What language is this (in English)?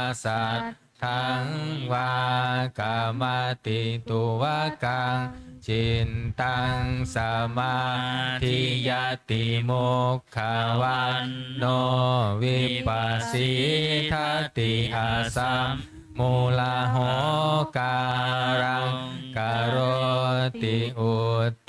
Pali